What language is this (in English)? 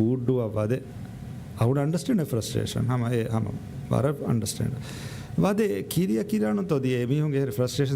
Divehi